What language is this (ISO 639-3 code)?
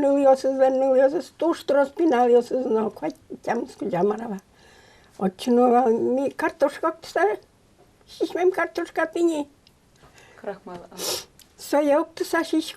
udm